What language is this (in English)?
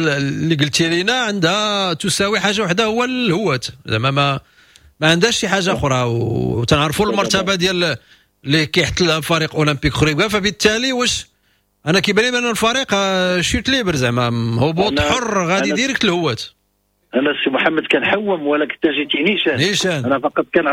Moroccan Arabic